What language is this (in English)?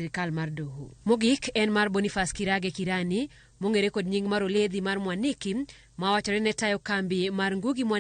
Luo (Kenya and Tanzania)